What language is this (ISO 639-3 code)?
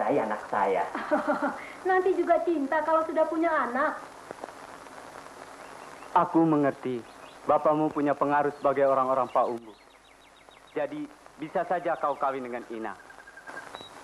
ind